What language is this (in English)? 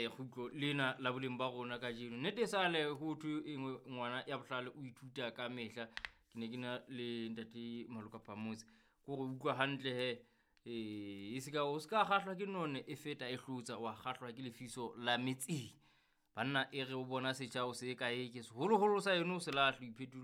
Southern Sotho